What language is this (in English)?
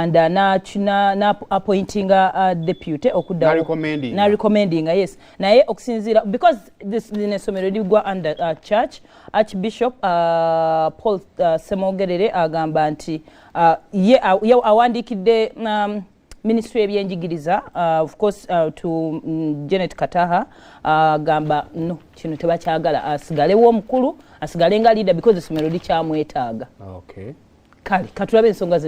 Ganda